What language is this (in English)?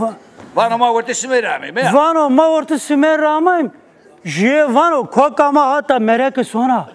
Zaza